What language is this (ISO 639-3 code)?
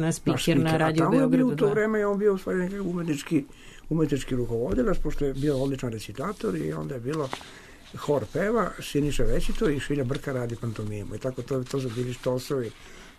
srp